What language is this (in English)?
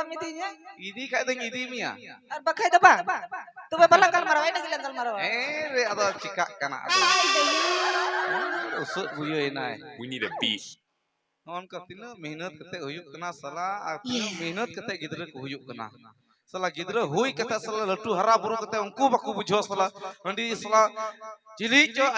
Santali